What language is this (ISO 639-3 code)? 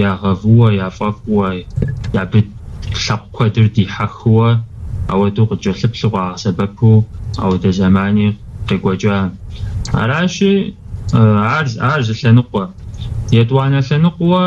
kbd